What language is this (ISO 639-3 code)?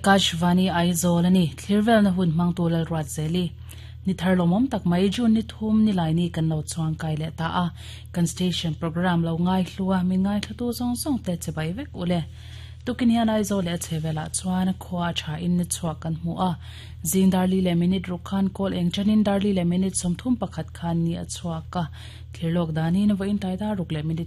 lus